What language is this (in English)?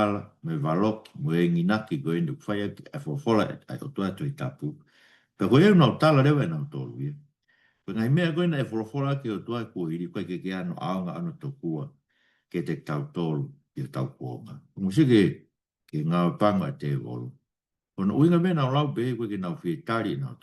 Tongan